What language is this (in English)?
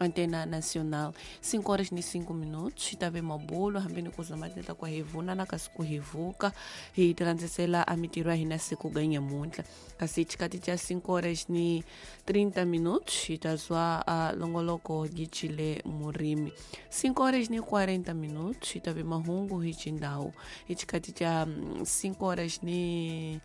Tsonga